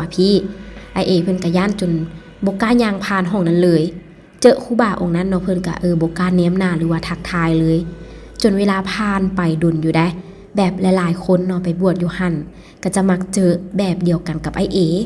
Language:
Lao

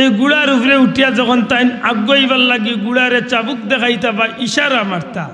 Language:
Sylheti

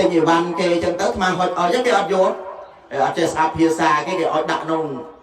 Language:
Khmer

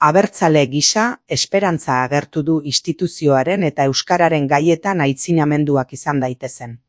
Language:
Basque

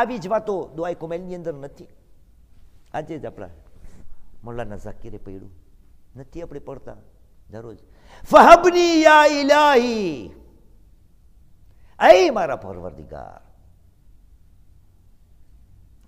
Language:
Gujarati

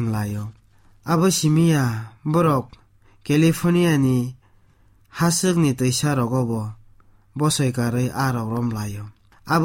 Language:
Kok Borok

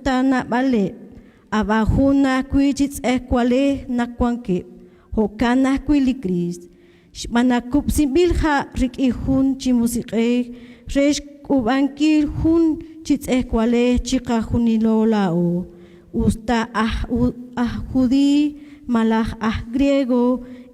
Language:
Kekchí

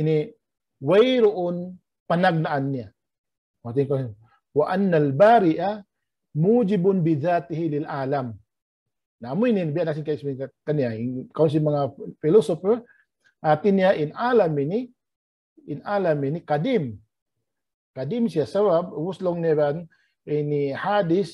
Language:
Tausug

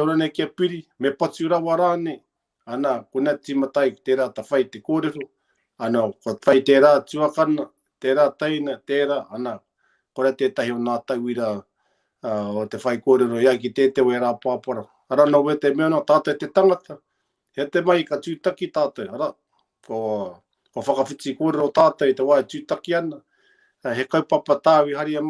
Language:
Māori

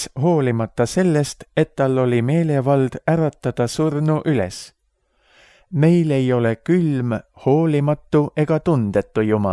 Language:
Estonian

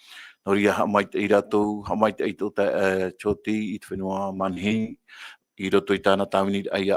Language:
Tahitian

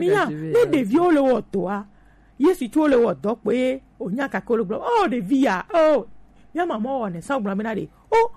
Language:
Gen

